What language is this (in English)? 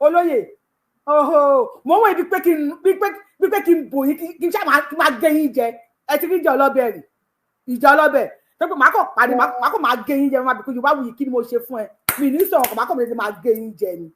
Yoruba